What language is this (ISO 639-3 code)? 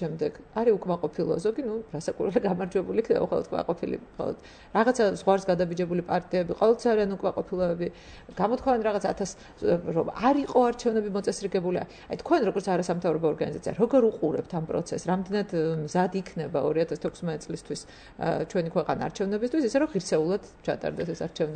kat